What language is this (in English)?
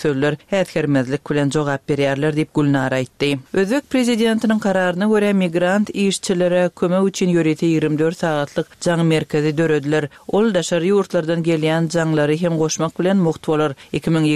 Turkmen